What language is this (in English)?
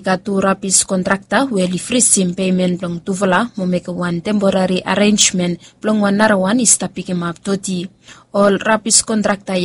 Bislama